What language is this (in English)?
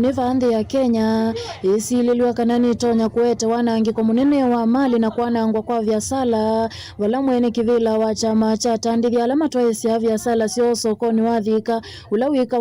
Kamba